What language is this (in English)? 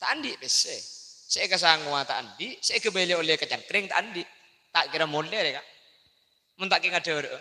Madurese